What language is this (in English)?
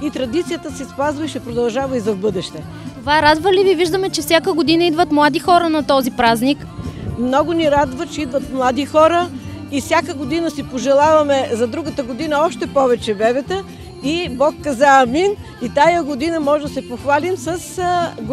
Bulgarian